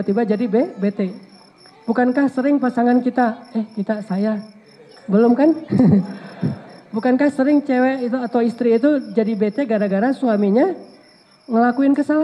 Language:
Indonesian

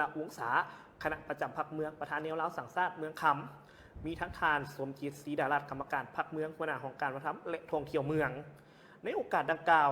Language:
Lao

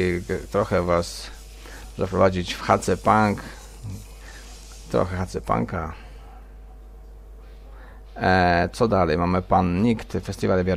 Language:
Polish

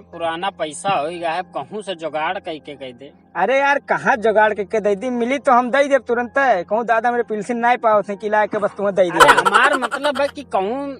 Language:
Awadhi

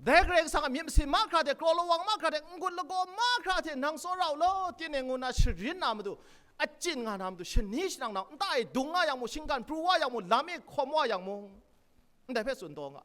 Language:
Kachin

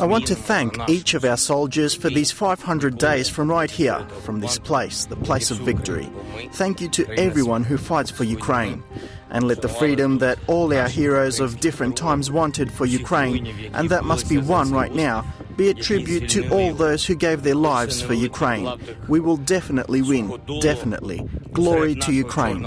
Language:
Kurdish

